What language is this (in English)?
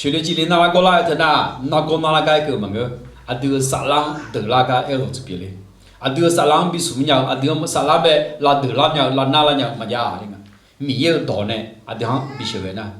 Akha